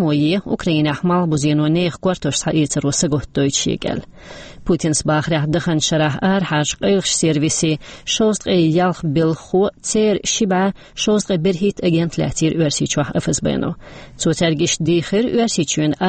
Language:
Chechen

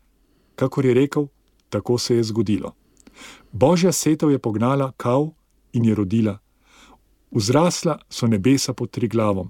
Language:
Slovenian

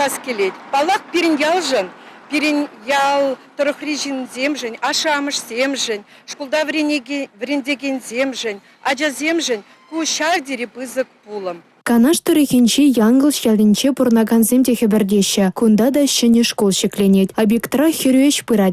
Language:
Chuvash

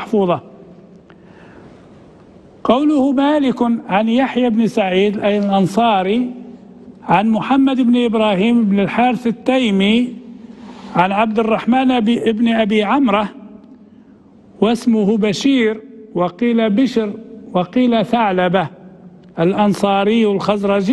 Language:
Arabic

